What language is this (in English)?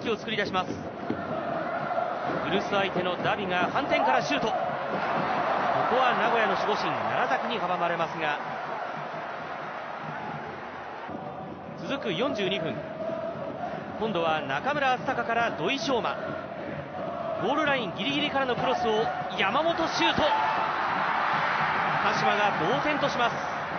Japanese